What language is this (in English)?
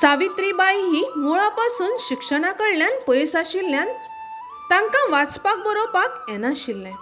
Konkani